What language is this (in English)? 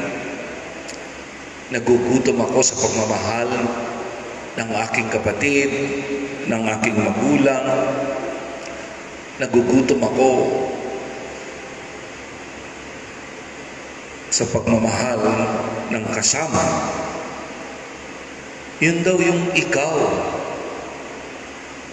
Filipino